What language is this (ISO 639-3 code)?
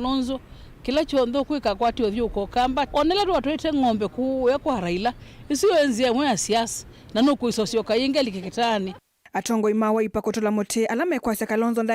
kam